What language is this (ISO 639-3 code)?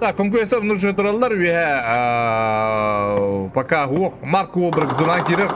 sah